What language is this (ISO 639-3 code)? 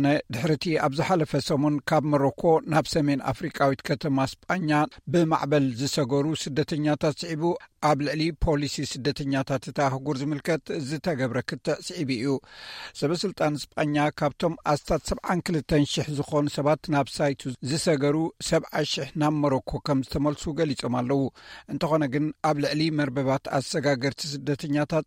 tir